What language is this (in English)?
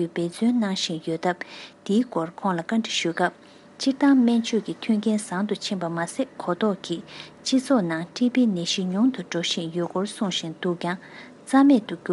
Tibetan